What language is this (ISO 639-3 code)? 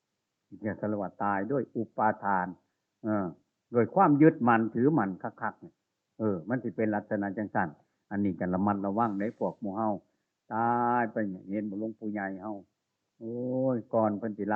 tts